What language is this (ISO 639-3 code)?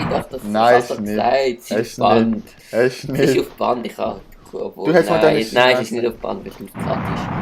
gsw